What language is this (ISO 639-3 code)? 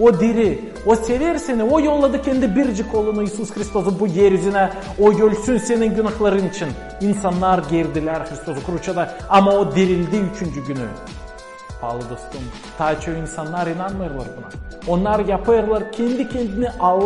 gag